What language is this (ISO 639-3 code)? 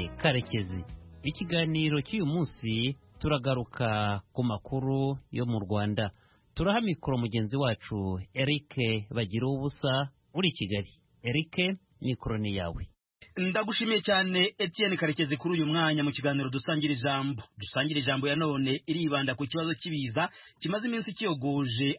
kin